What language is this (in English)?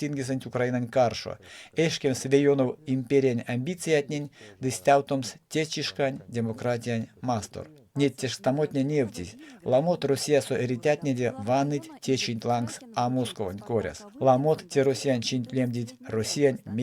Erzya